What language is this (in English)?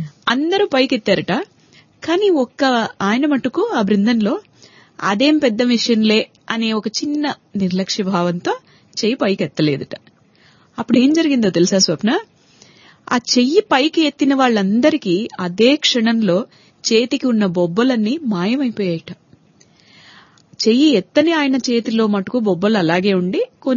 Telugu